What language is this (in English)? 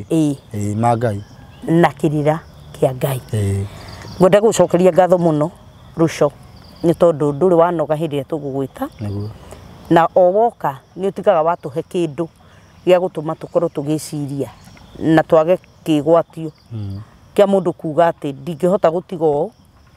Kikuyu